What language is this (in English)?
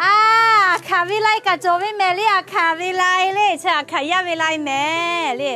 Lahu